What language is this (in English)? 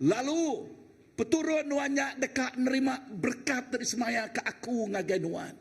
Iban